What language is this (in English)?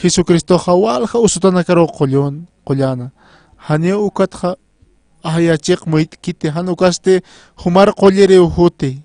Aymara